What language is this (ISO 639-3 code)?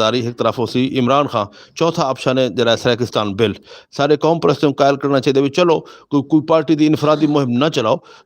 skr